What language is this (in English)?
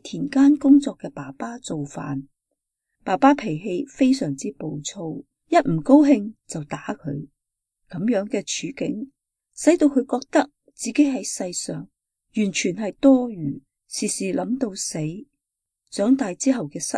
Cantonese